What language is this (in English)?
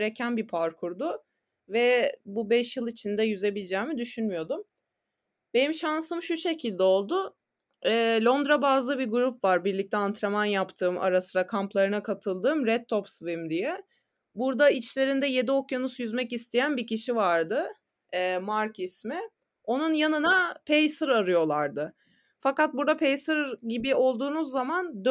Turkish